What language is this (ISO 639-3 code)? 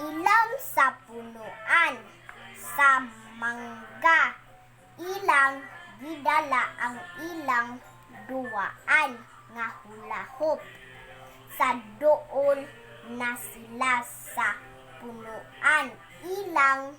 ceb